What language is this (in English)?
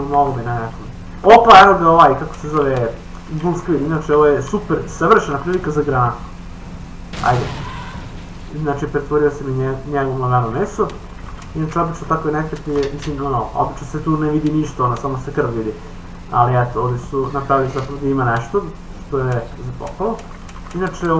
Serbian